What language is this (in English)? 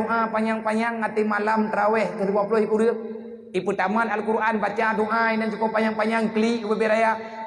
Achinese